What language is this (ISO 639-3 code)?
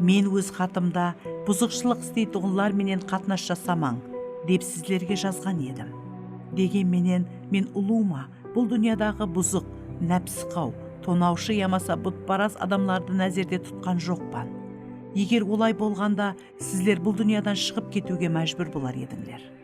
kaa